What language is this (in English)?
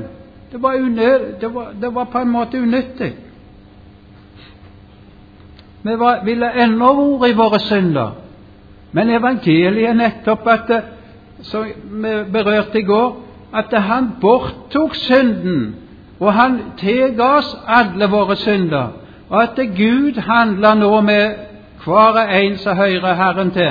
Norwegian